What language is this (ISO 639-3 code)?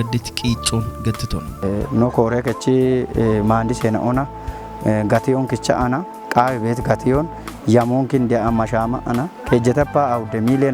kbr